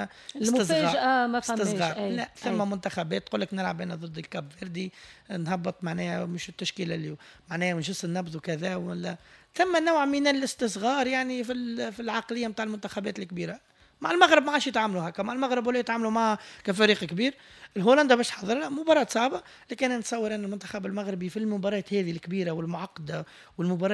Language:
Tunisian Arabic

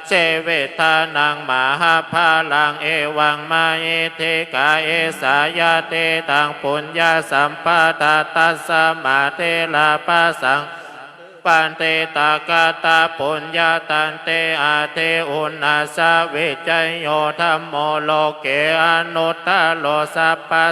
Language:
Pali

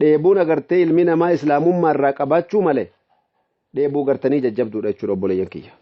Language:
Oromo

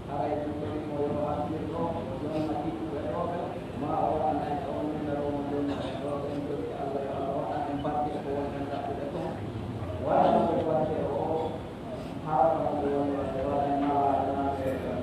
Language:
Pular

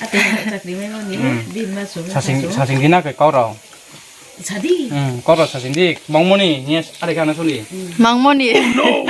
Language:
Riang (India)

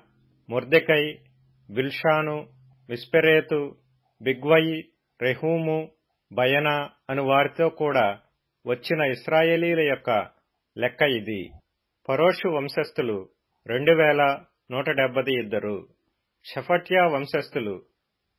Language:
Telugu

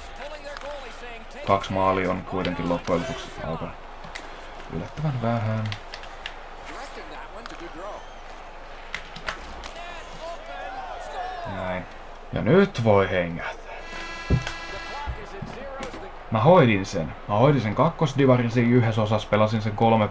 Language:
Finnish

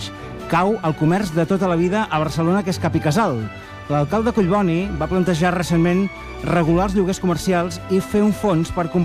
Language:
Catalan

